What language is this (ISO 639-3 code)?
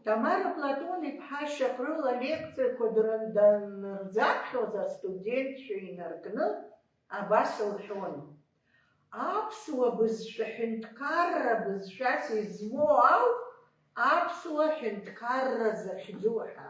abk